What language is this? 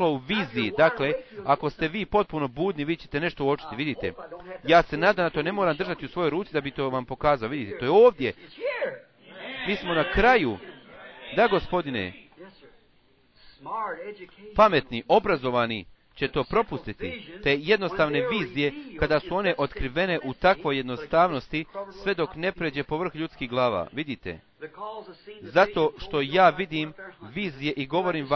Bosnian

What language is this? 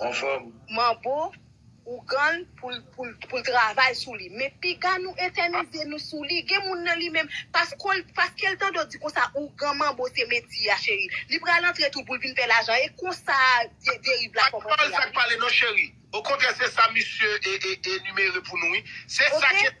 Haitian Creole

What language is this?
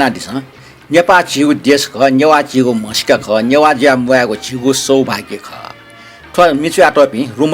Newari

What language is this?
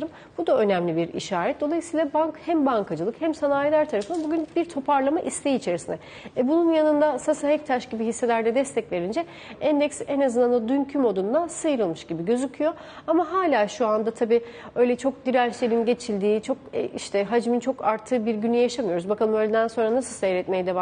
Turkish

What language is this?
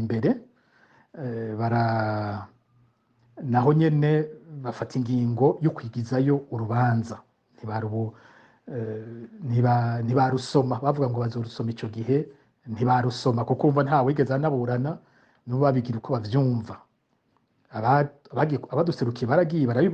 Rundi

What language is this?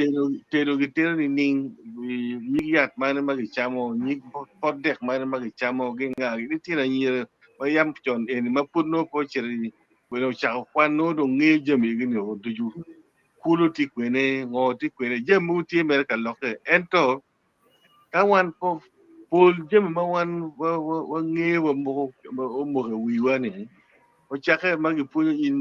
Acoli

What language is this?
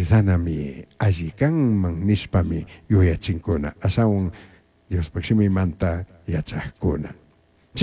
Chimborazo Highland Quichua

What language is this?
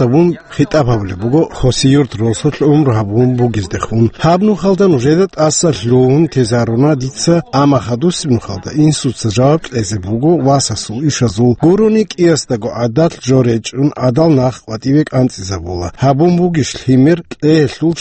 Avaric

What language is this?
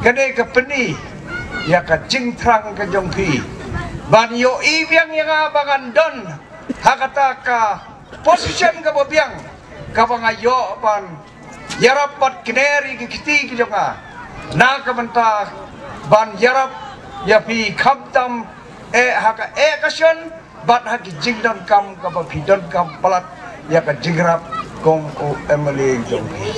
Khasi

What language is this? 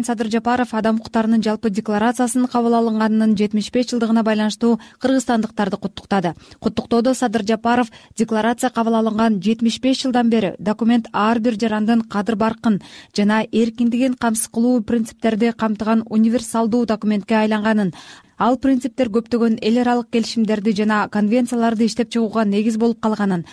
Kyrgyz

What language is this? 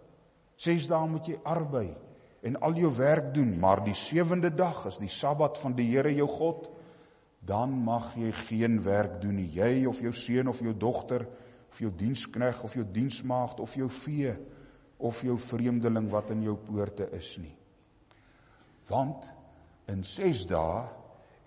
Afrikaans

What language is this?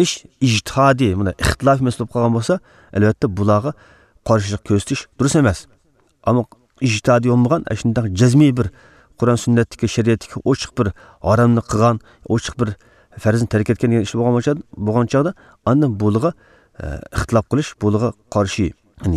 Uyghur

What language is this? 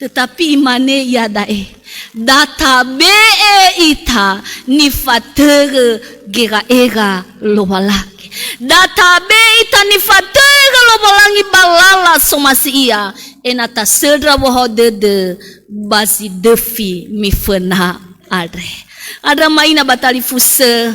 Nias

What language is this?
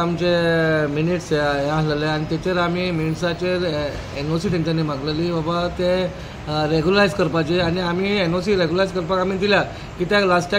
Konkani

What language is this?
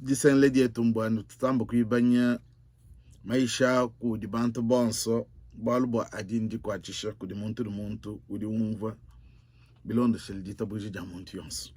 Luba-Lulua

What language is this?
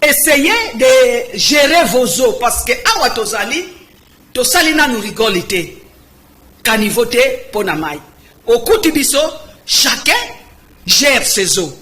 Lingala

